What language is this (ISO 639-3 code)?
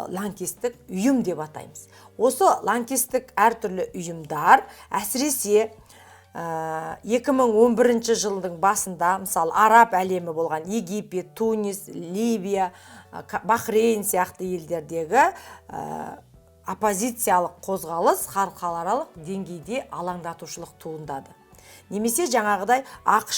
kaz